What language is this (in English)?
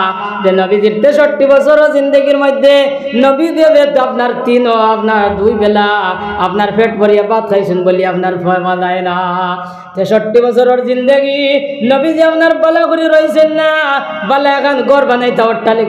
Sylheti